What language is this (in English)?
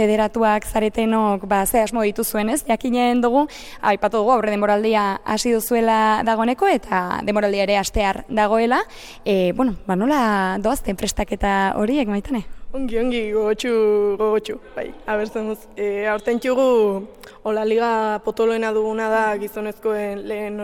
Basque